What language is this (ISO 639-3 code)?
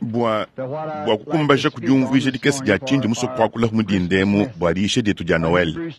lua